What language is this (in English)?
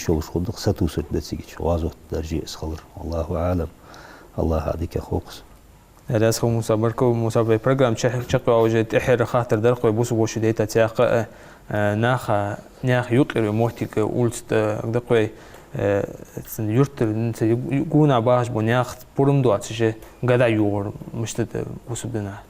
Ingush